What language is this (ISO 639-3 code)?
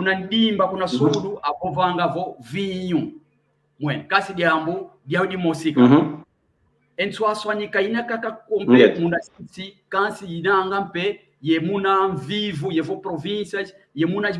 kwy